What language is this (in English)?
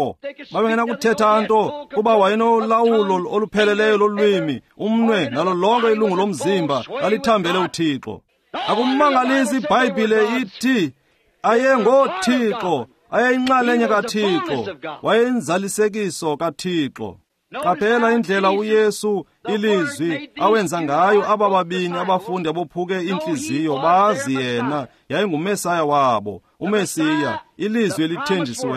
Xhosa